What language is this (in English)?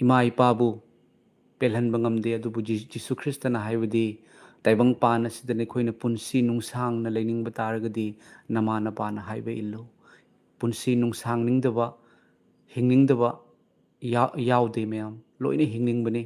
Manipuri